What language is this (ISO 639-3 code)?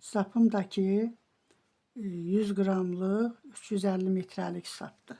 aze